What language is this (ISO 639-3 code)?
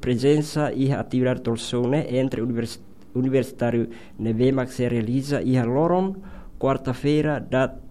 tet